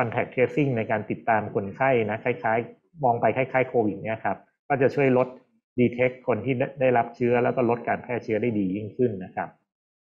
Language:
Thai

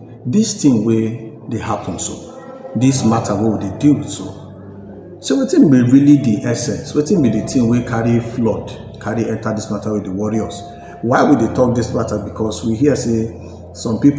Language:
Nigerian Pidgin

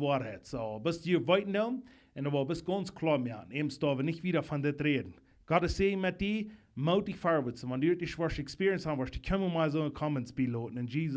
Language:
Plautdietsch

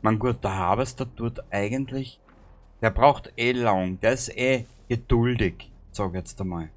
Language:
Bavarian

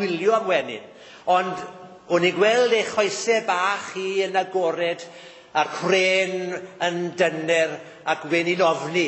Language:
Welsh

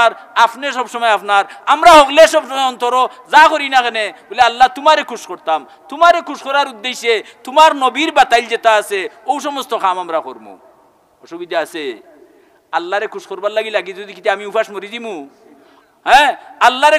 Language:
Sylheti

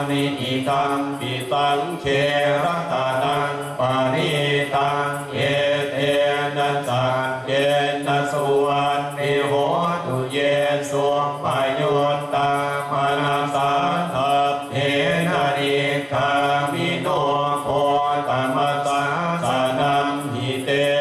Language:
Pali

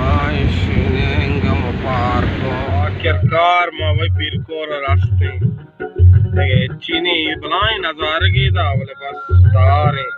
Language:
Baluchi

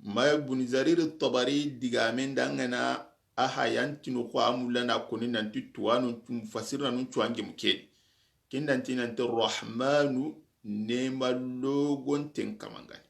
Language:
Soninke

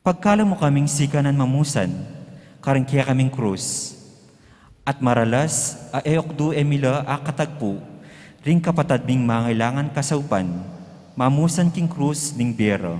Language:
Pampanga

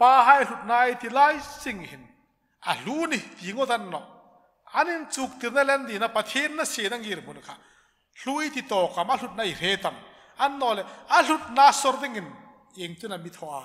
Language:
Hmar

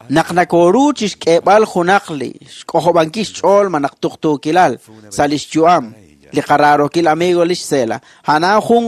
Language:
Kekchí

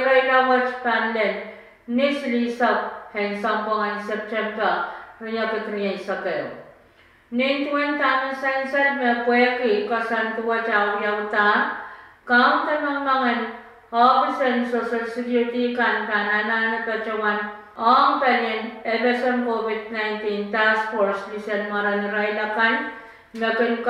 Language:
Pohnpeian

